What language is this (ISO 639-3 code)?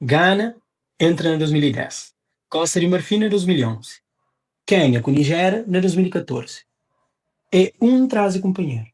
kea